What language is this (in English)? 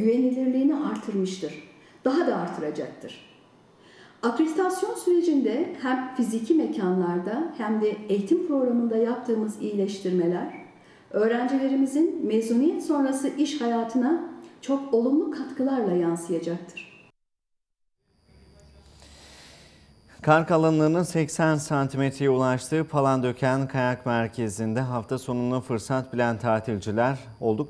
Turkish